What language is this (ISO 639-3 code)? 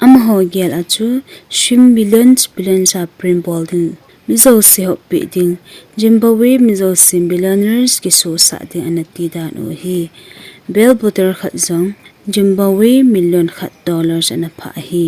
tcz